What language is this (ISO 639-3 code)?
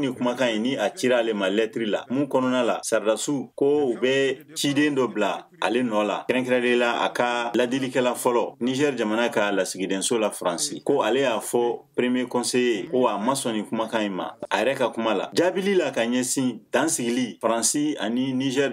bam